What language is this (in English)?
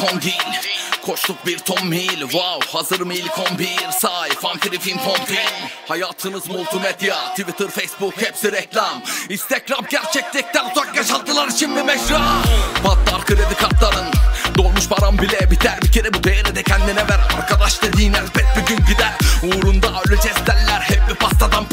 Turkish